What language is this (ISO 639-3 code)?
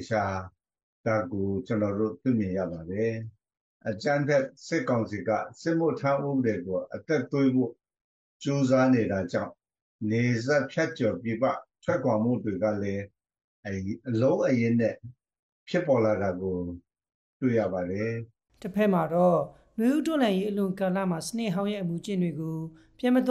mya